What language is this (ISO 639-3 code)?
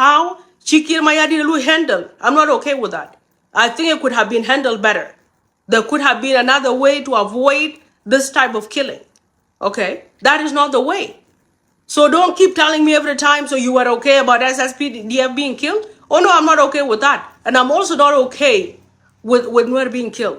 nus